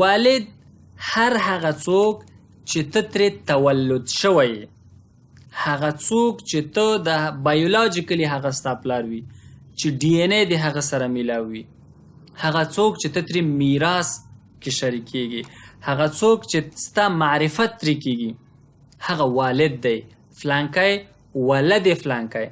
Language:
Pashto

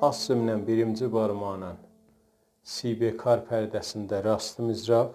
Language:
South Azerbaijani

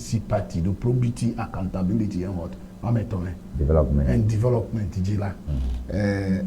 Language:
Ewe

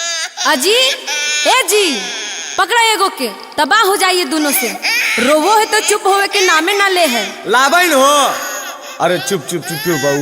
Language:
Magahi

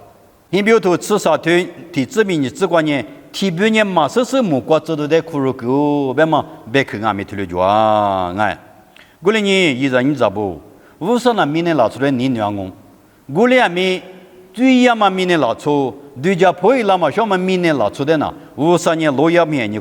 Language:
Lisu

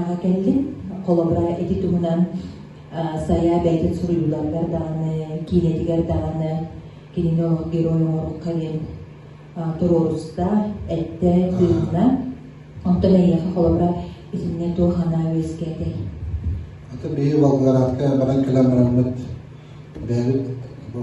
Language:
Yakut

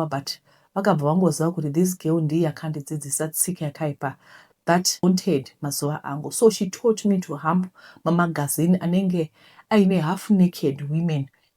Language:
Shona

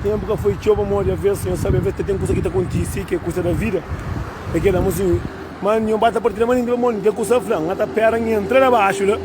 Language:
Kabuverdianu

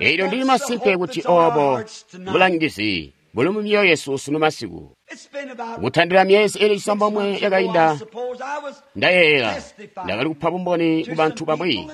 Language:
Tonga (Zambia)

